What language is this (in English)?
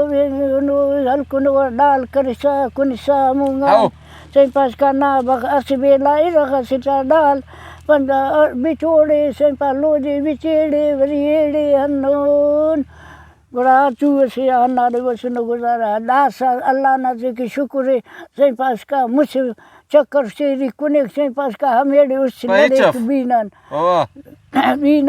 Brahui